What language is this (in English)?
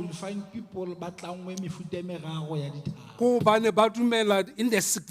Southern Sotho